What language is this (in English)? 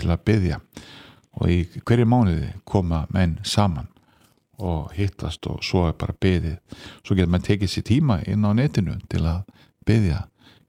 Icelandic